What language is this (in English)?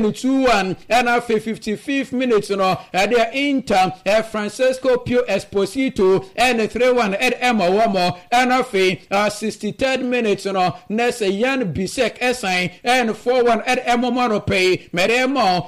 Akan